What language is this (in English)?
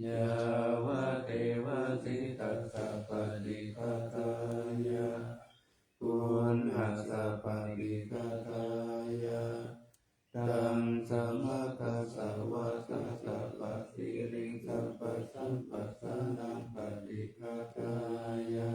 Pali